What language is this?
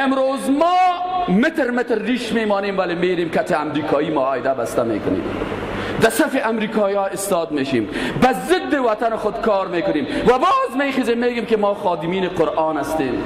Persian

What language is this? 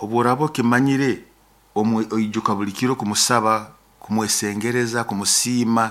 Nyoro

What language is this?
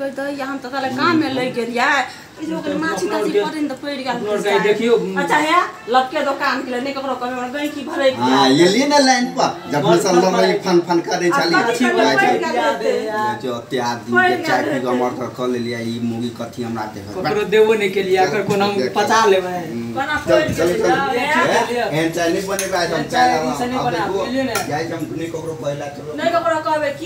Maithili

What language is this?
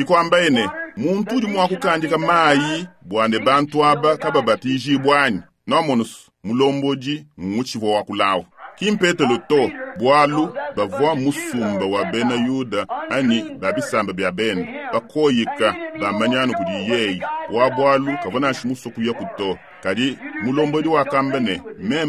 Luba-Lulua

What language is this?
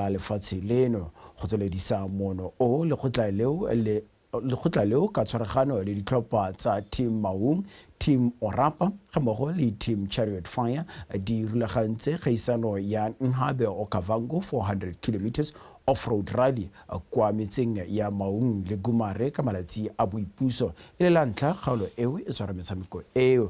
Tswana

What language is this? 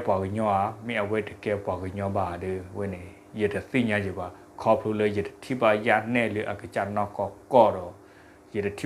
S'gaw Karen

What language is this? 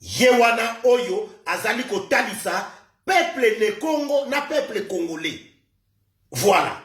Lingala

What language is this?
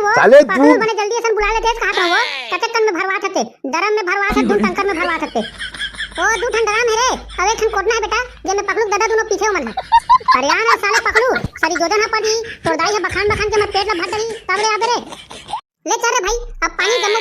Chhattisgarhi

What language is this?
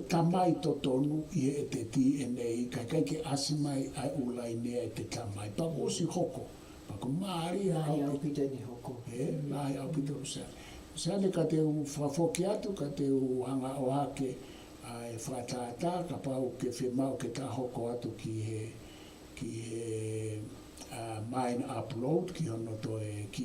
Tongan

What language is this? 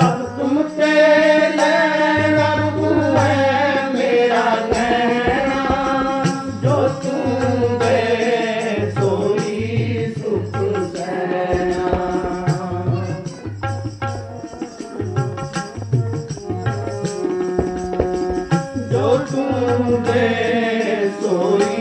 Punjabi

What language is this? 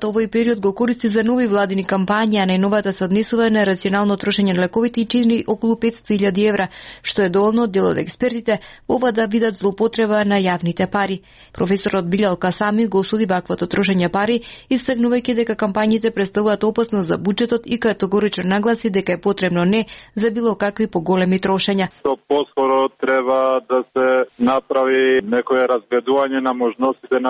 Macedonian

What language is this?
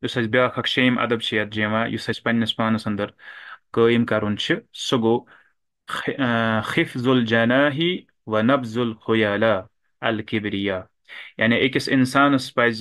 Kashmiri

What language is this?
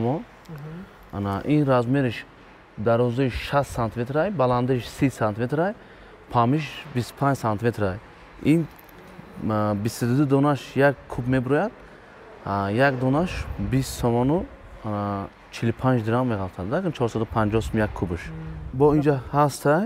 Tajik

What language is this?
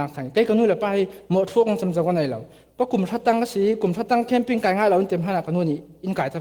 Falam Chin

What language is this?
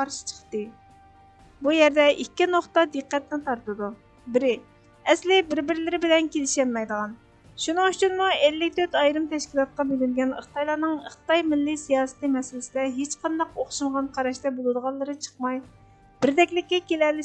Uyghur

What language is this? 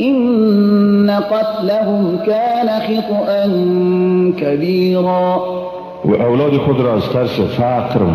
Persian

